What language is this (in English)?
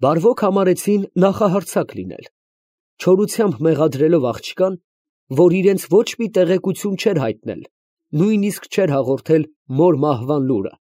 Armenian